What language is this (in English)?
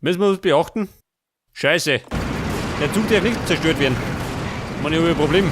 Bavarian